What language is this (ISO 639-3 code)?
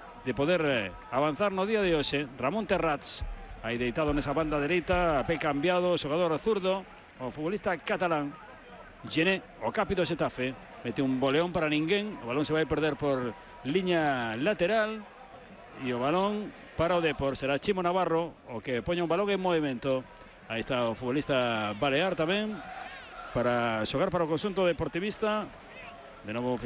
glg